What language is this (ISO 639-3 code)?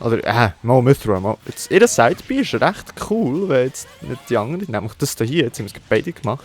gsw